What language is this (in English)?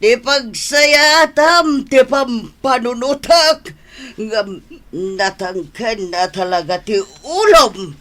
Iloko